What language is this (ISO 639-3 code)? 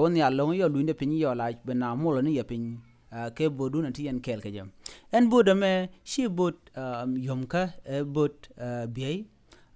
nus